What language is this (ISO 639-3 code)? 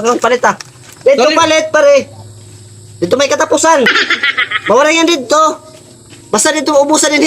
war